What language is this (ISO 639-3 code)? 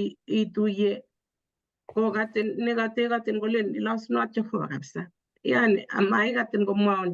kln